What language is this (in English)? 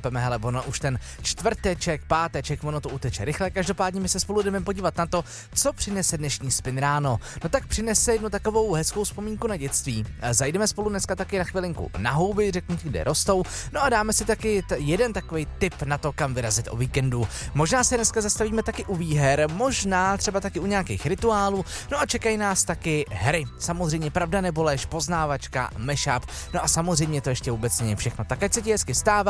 Czech